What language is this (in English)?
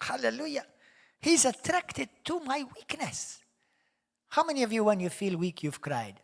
English